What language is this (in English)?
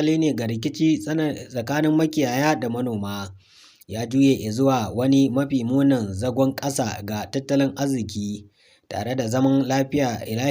Hausa